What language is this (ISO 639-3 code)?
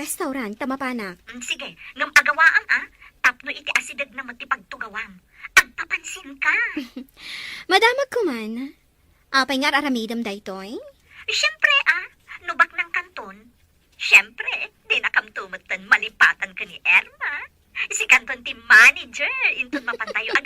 ilo